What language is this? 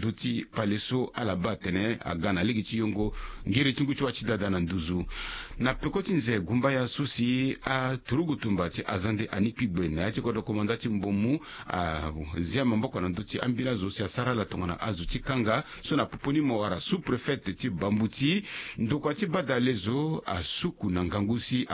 Sango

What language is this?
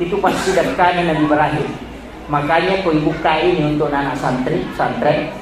Buginese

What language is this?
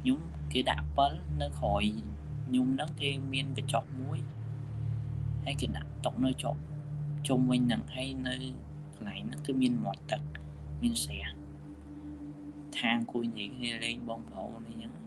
Khmer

